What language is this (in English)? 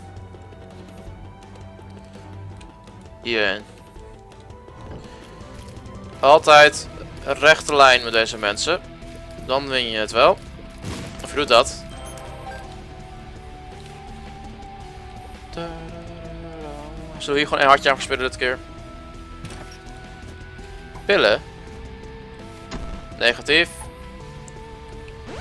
Dutch